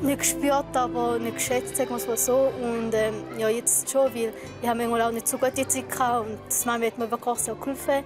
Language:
Swiss German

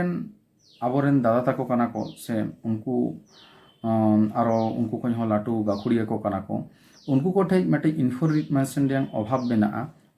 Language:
Santali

